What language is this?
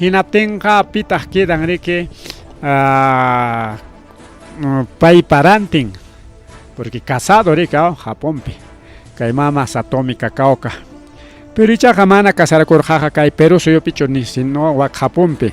Ayacucho Quechua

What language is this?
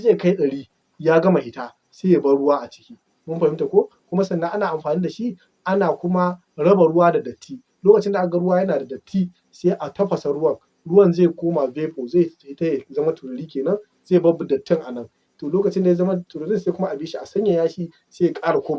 Hausa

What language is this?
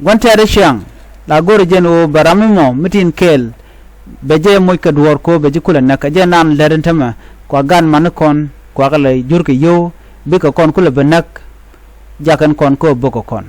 Nuer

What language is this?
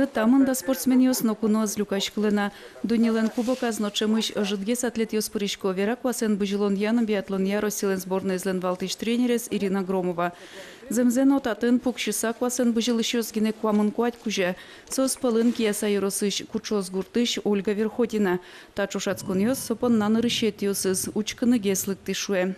Udmurt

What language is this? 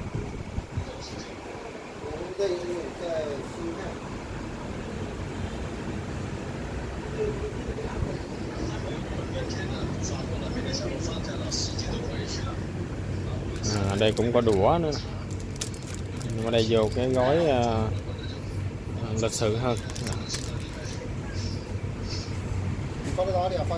Vietnamese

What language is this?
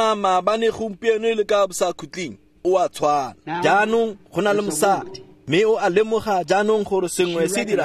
Tswana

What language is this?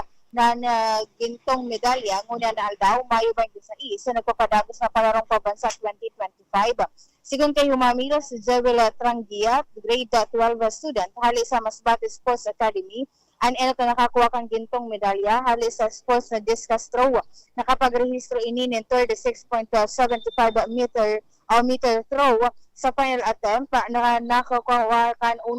Bikol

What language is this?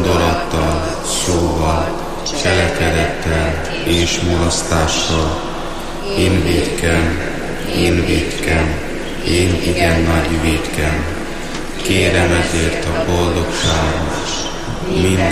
Hungarian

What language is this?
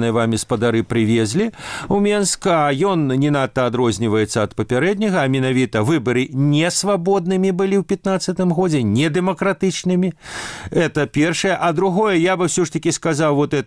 Belarusian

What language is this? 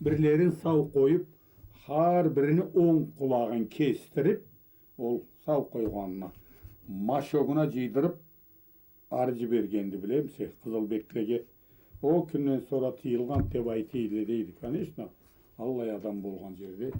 Karachay-Balkar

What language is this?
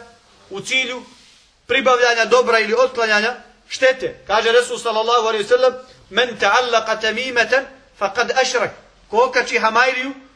Bosnian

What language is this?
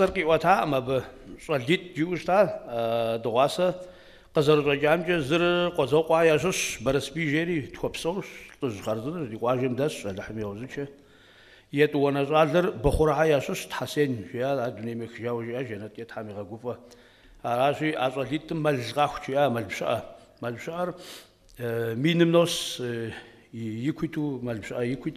Kabardian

